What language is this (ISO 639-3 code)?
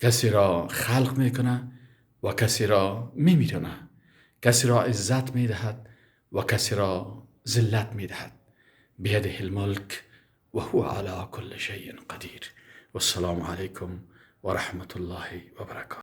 fas